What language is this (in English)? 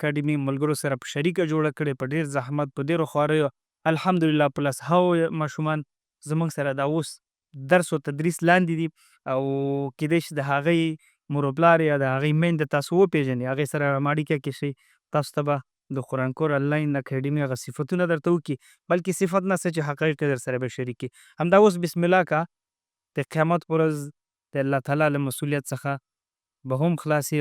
Pashto